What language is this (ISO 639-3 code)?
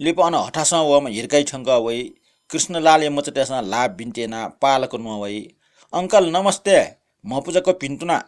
new